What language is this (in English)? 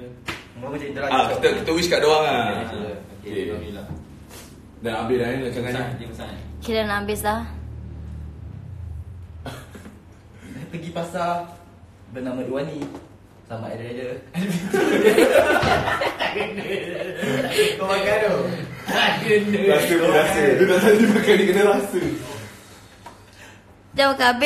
Malay